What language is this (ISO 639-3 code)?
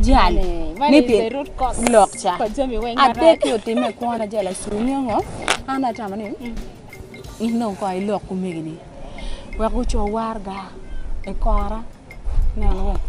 ach